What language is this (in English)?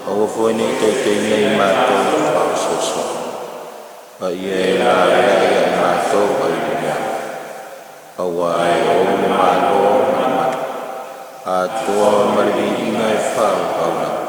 Samoan